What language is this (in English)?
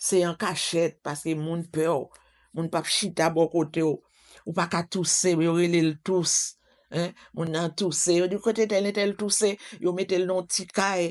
Haitian Creole